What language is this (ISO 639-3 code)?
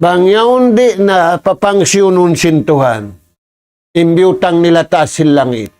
tsg